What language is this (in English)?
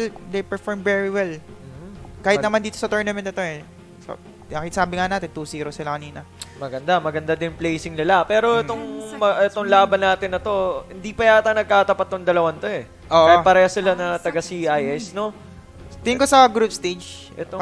Filipino